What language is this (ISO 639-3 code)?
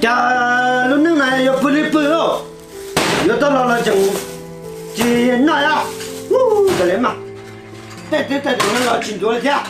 hmn